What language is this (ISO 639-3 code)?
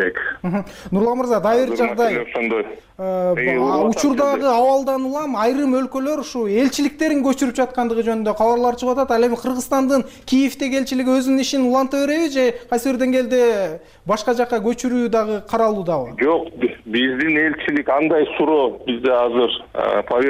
kir